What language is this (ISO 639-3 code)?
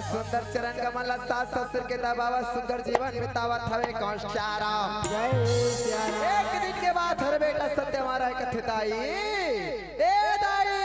hne